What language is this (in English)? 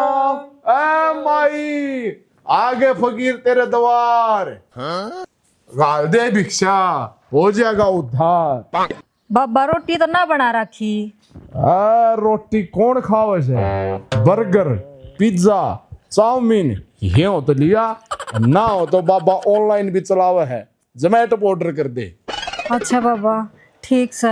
Haryanvi